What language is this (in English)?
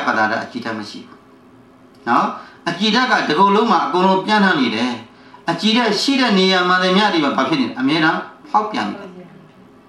Burmese